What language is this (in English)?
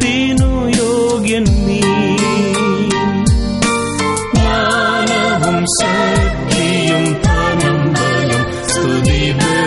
Malayalam